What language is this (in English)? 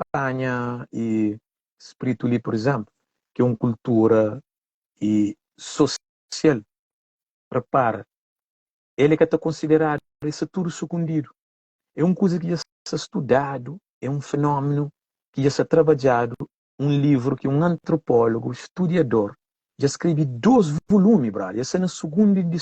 Kabuverdianu